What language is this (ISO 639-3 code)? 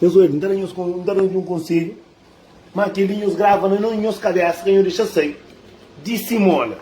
kea